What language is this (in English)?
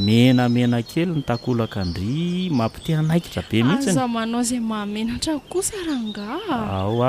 Malagasy